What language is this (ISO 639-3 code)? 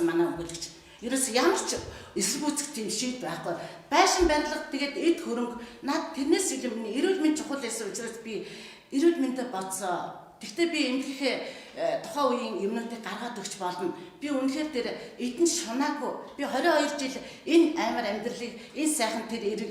mon